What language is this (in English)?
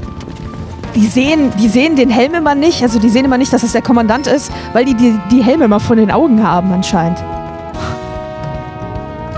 German